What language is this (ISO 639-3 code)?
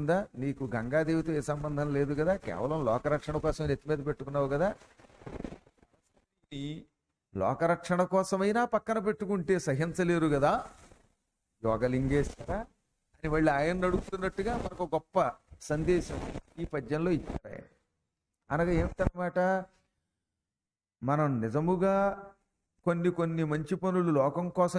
tel